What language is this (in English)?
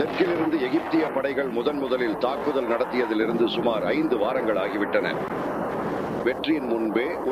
Tamil